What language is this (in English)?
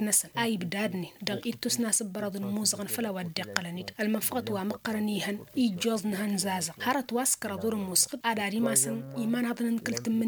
Tamasheq